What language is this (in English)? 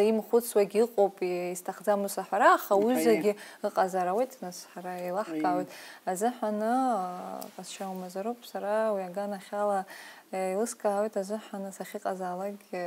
Abkhazian